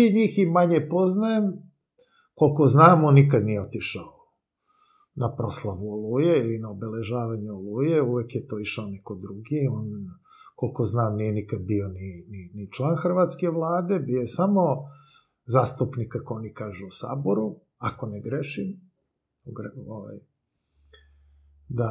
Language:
Serbian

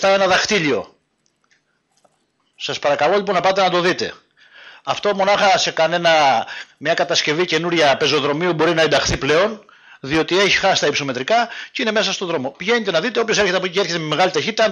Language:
Greek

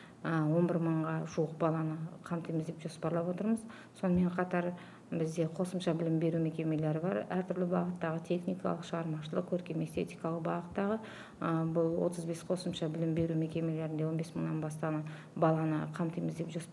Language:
Kazakh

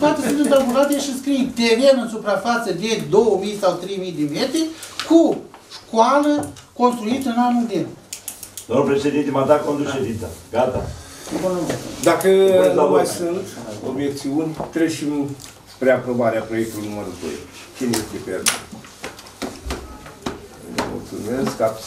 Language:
Romanian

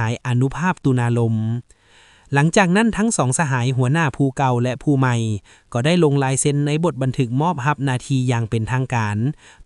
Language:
Lao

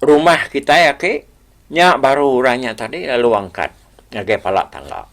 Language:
Iban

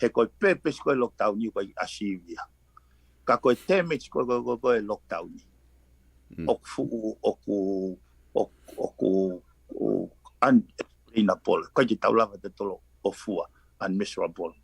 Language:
Tongan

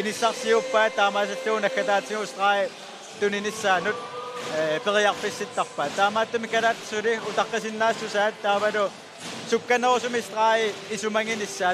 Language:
Kalaallisut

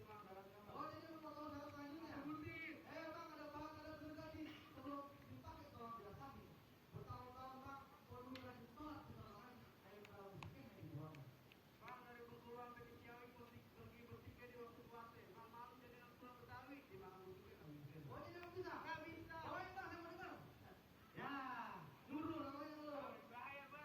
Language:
Betawi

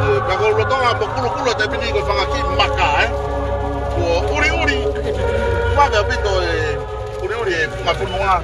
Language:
Tongan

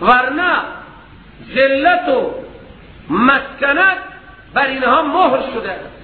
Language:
Persian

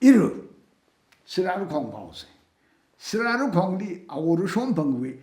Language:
Tangkhul Naga (India)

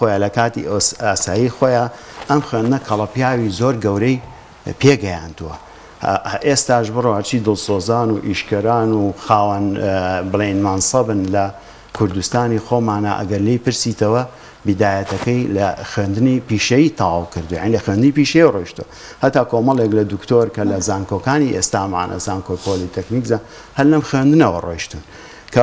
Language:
Central Kurdish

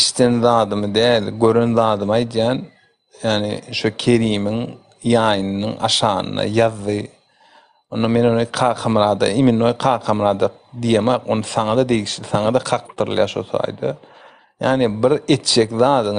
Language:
Turkmen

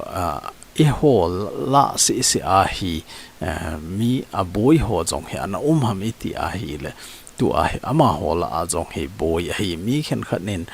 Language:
Thado Chin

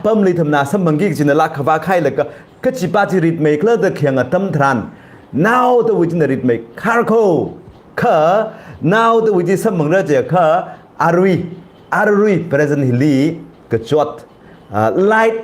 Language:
Tangkhul Naga (India)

